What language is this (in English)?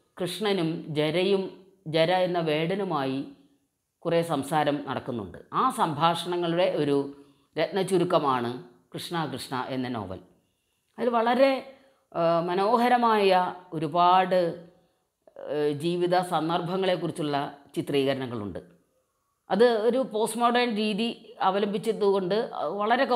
Malayalam